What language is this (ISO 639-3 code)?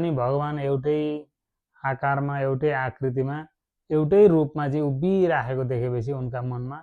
nep